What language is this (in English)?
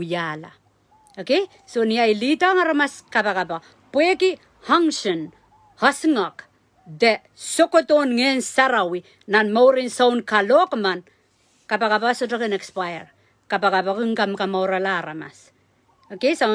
Pohnpeian